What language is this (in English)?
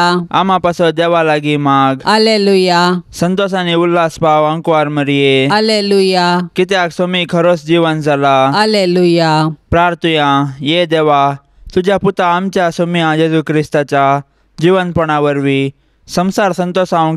Konkani